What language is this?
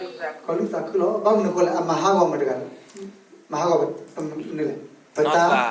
S'gaw Karen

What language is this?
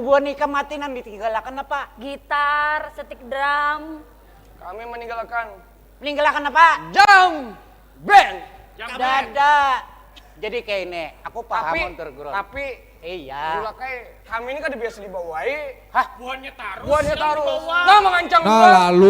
Banjar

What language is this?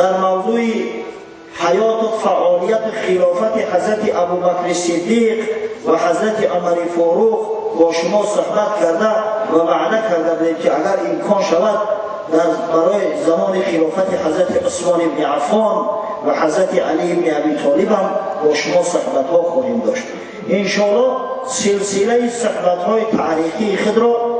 Tajik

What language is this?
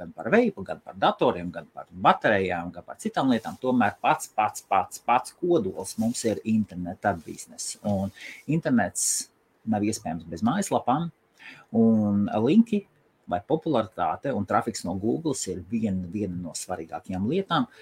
Latvian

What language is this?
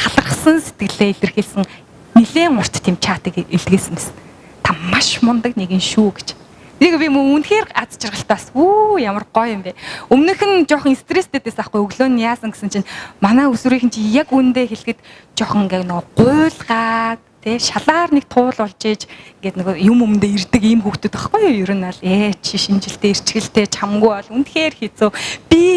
Mongolian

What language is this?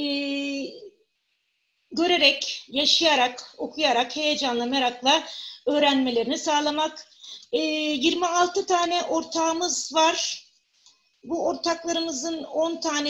Turkish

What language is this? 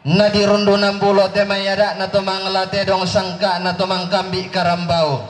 Toraja-Sa'dan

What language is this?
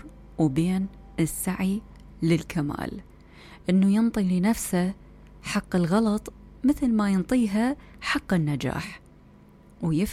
Mesopotamian Arabic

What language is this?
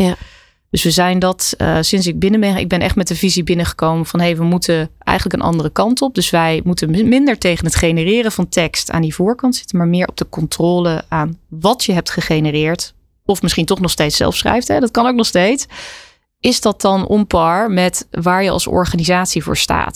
Dutch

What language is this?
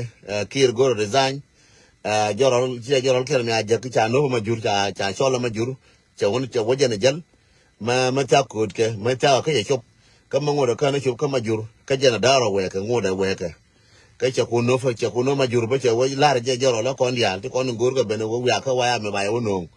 Nuer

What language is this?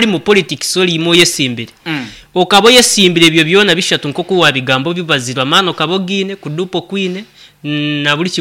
Nyoro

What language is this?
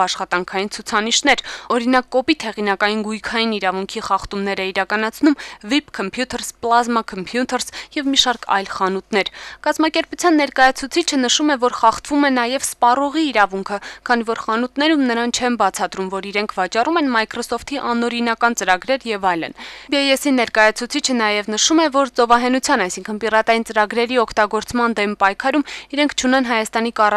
Armenian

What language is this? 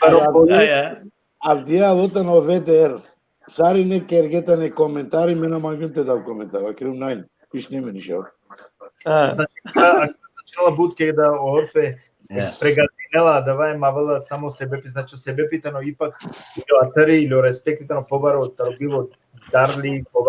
Balkan Romani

